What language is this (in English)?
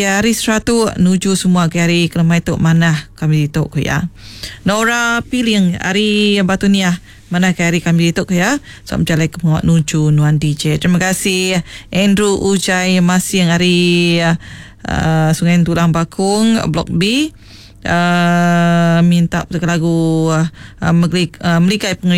Iban